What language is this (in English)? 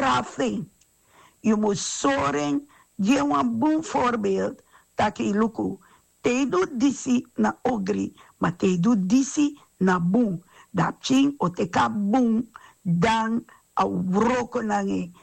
Sranan Tongo